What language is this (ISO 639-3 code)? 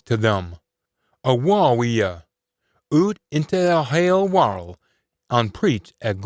sco